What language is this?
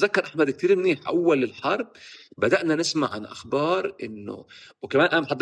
North Levantine Arabic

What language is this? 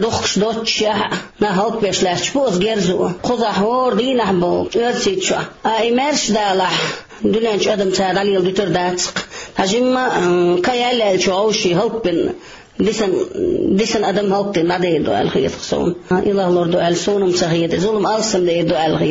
Chechen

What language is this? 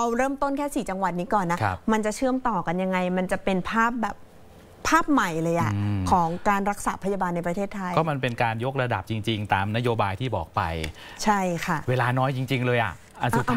Thai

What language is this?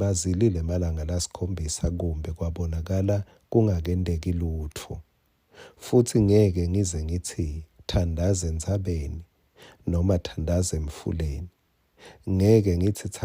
Swati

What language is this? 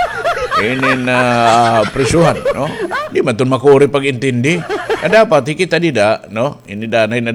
Waray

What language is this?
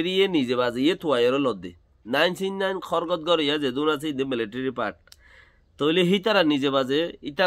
Rohingya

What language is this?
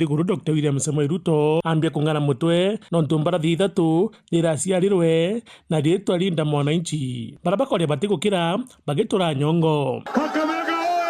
Meru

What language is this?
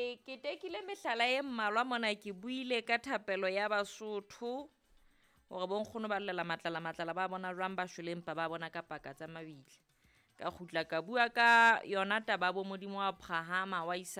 Southern Sotho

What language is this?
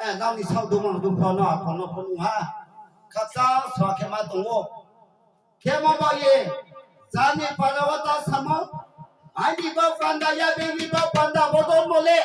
Riang (India)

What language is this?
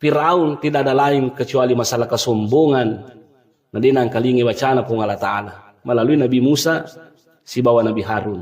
Buginese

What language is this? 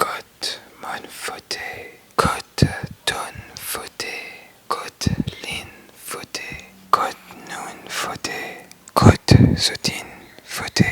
Morisyen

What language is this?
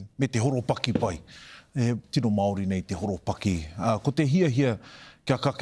Māori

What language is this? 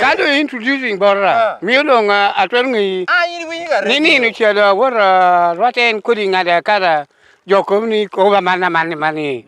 Lango (Uganda)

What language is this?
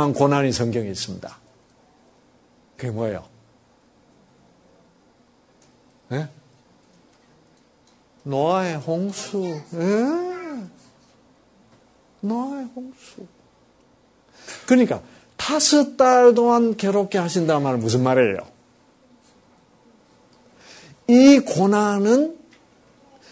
Korean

